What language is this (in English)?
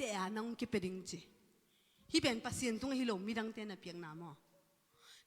Tedim Chin